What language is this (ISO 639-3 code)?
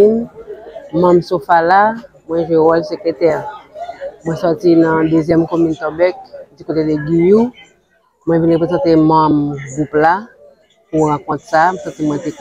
hat